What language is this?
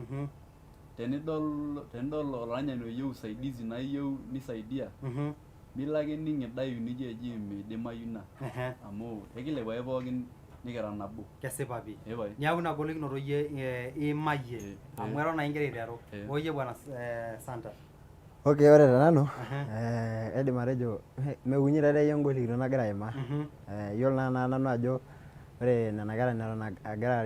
Masai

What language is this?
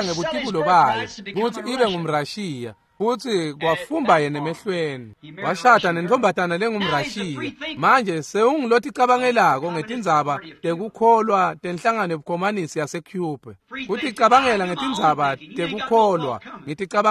Swati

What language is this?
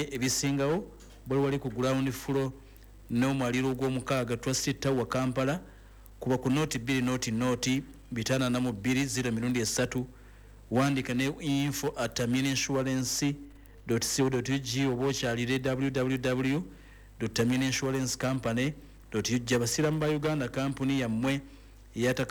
Ganda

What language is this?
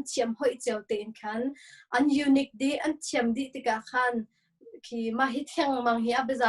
Hakha Chin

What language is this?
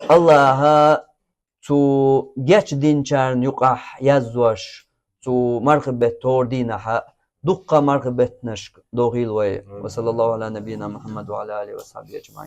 Chechen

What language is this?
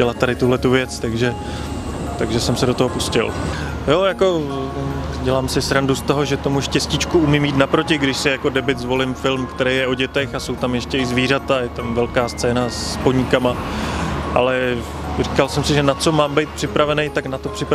Czech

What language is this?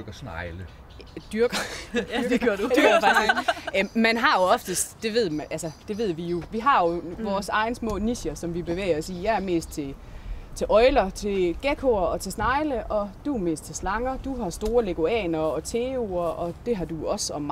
Danish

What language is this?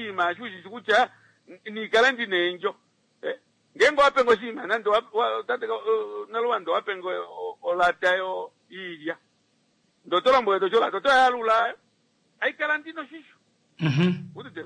Kuanyama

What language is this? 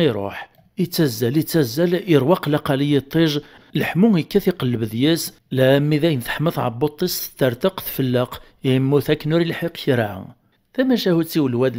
Kabyle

